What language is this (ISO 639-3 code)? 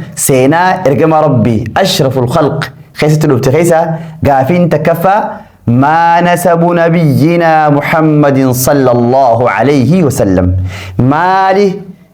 orm